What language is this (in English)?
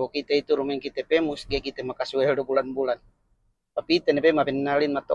Yakan